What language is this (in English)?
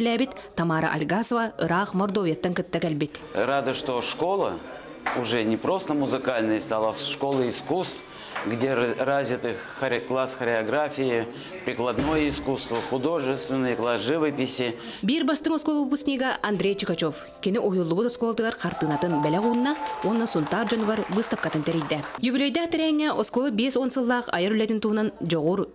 Yakut